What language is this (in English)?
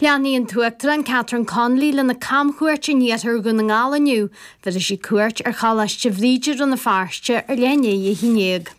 Irish